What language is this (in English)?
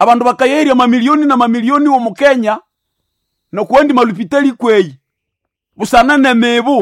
Nande